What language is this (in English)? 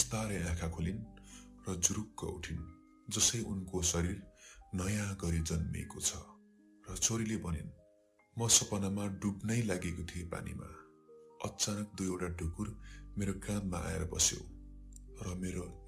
Nepali